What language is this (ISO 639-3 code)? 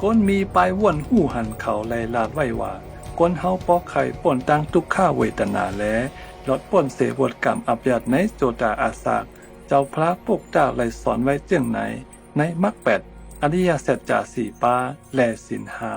shn